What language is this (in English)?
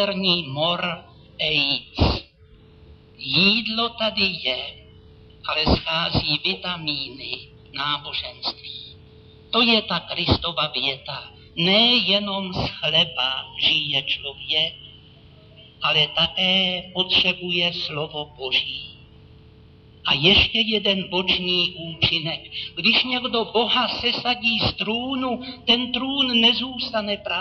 Czech